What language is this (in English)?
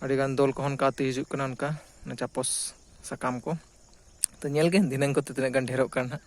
Santali